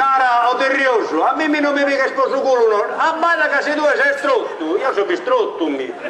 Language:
Sardinian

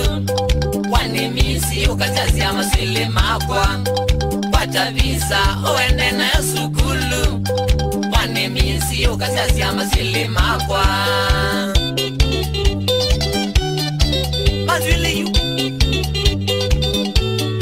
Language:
Swahili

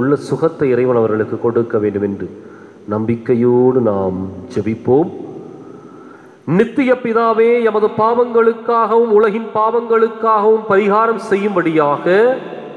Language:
Tamil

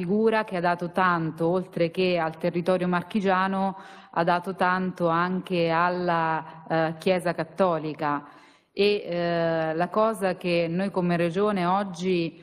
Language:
Italian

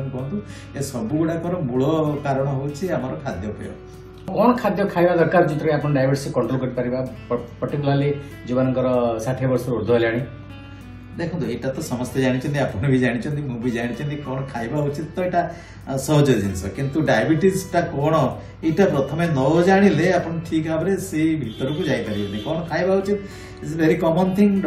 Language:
Odia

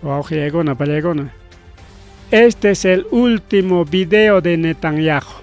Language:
Ayacucho Quechua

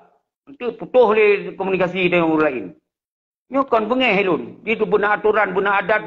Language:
Achinese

